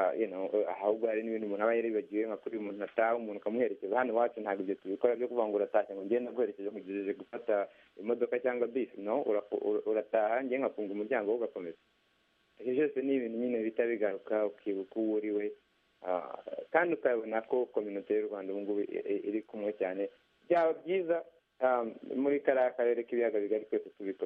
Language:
Kinyarwanda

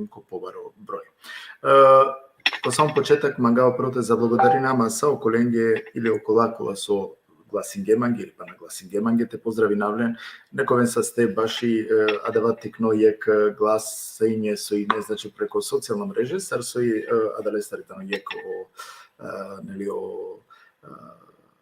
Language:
Balkan Romani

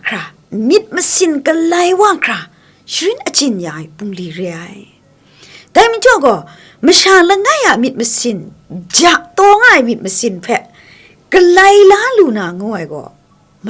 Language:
Kachin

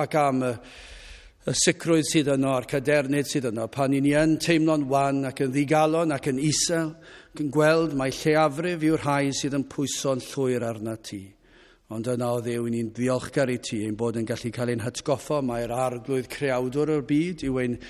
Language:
Welsh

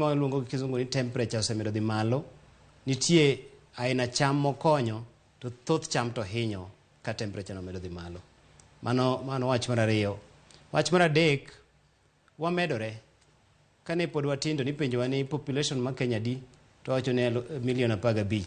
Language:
Luo (Kenya and Tanzania)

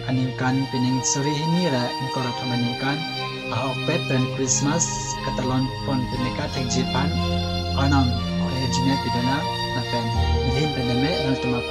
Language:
Karbi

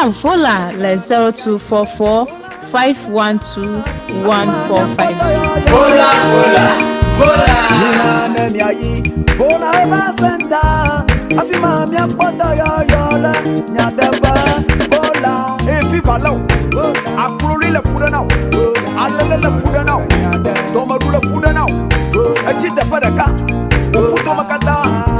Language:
Ewe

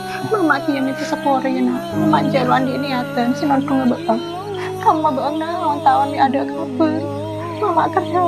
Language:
Madurese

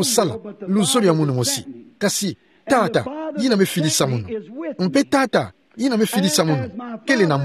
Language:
Kituba (Democratic Republic of Congo)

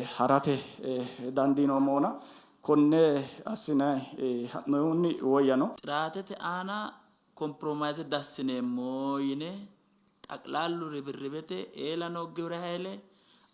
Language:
Sidamo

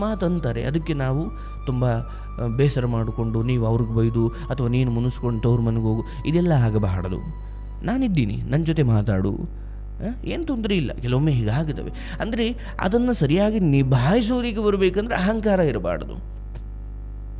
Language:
Kannada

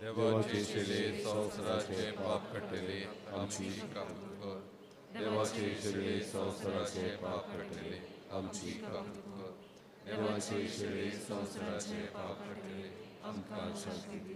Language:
Konkani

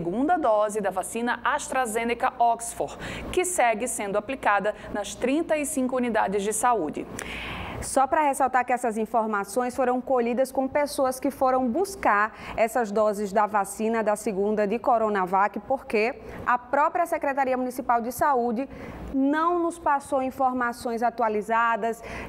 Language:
Portuguese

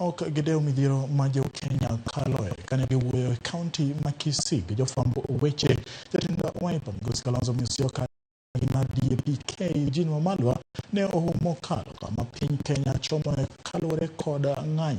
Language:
Luo (Kenya and Tanzania)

